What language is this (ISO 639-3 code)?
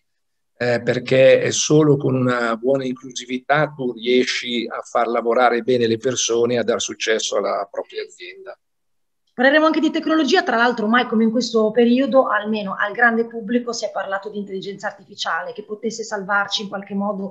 ita